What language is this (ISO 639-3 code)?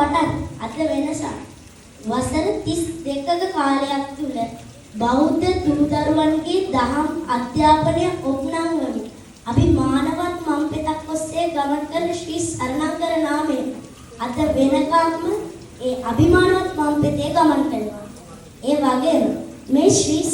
sin